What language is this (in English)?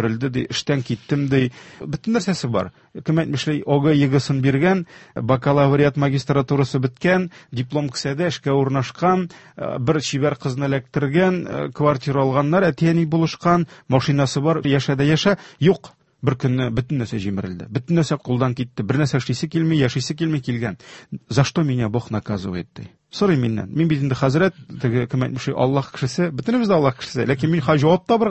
Tatar